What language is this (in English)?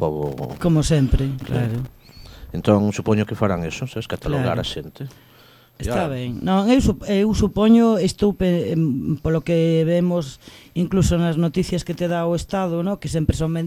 Galician